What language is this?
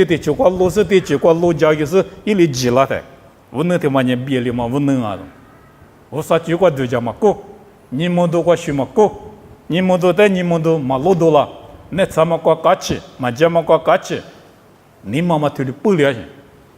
Lisu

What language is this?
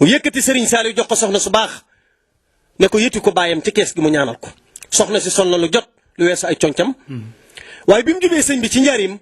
Wolof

